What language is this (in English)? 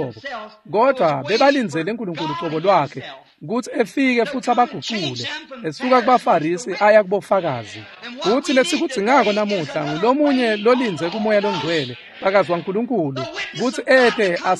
Swati